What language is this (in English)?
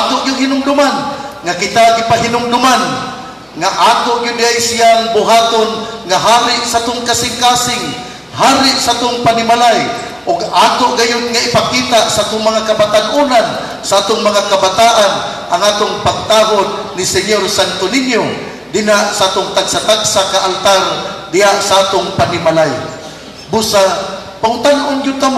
Cebuano